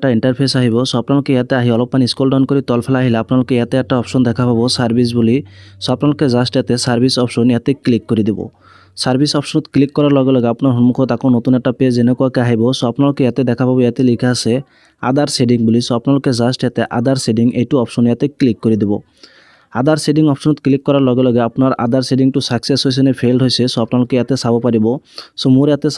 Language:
Assamese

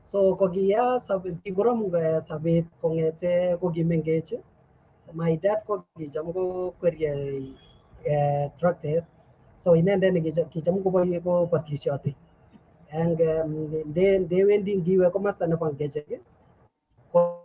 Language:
Kalenjin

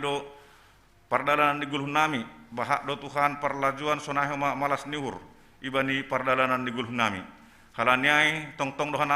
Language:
Batak Simalungun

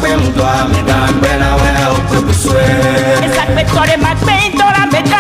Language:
Ewe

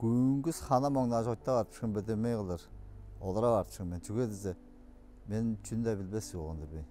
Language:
Tuvinian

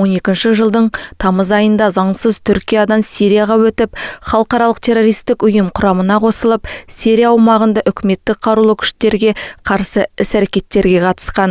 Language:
Kazakh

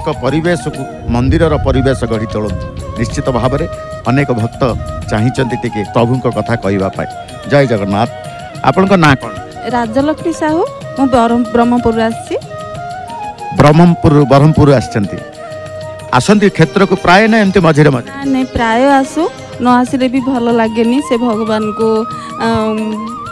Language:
Odia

